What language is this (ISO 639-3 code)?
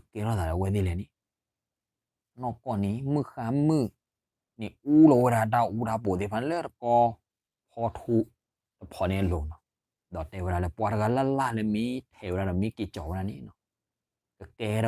ksw